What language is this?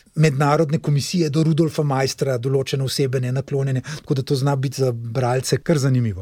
Slovenian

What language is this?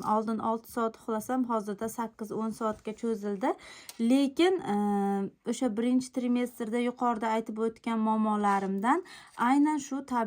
Uzbek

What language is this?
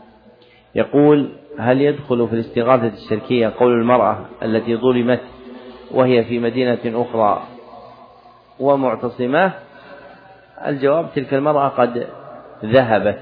Arabic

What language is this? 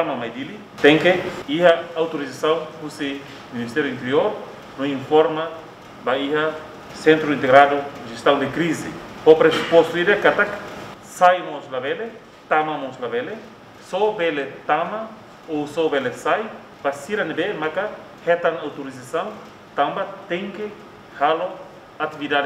Tetum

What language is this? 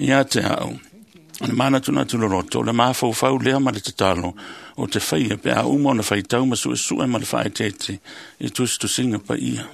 Samoan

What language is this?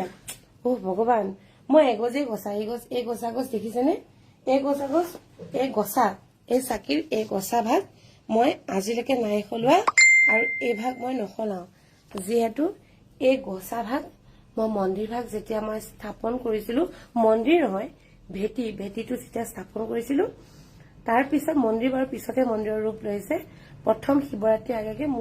Assamese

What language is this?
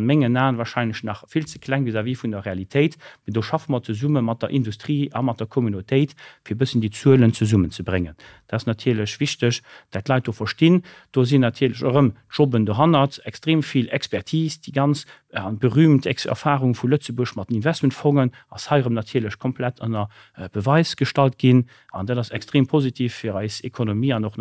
Luxembourgish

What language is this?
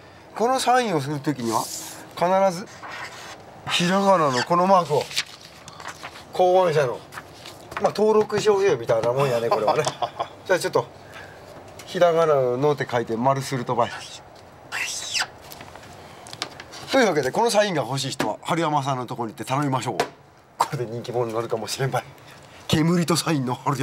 Japanese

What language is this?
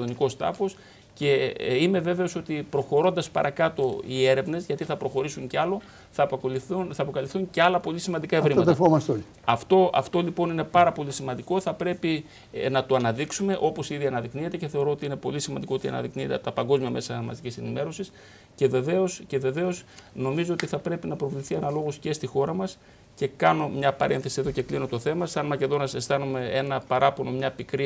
Greek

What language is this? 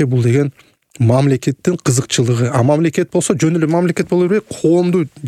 Kyrgyz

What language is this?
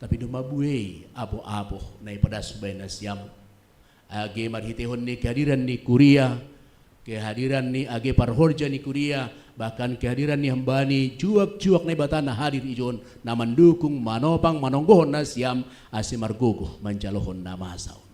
Batak Simalungun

